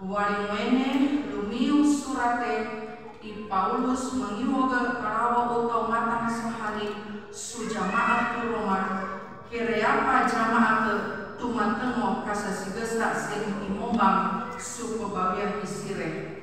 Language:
Sangir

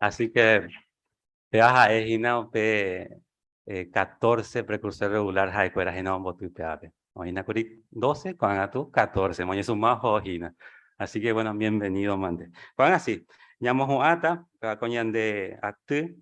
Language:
Guarani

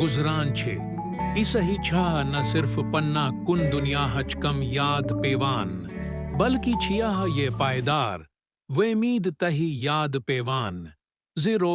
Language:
Kashmiri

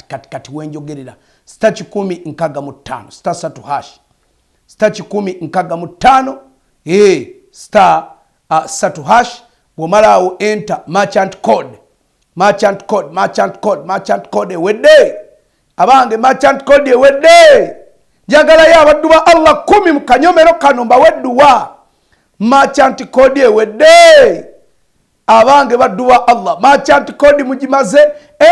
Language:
Ganda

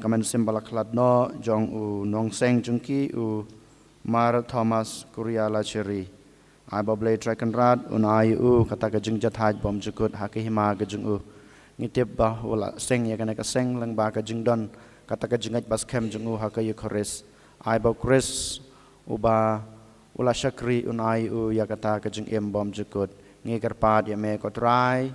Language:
Khasi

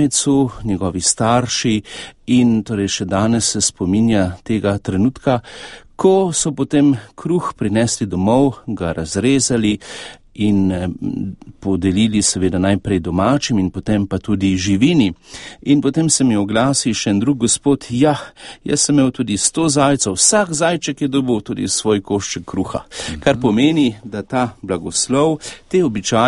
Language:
Slovenian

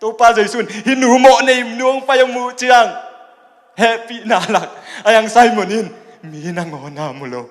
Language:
Tedim Chin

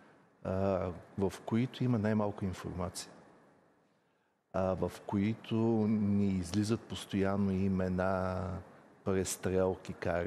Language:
Bulgarian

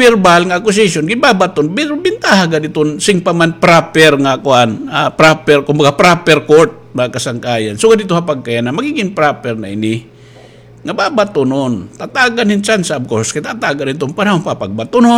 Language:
Waray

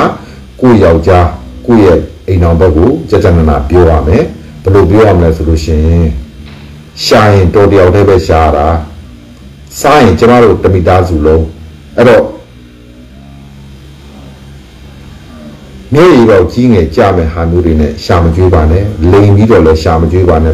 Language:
Burmese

